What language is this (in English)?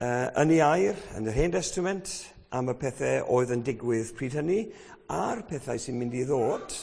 Welsh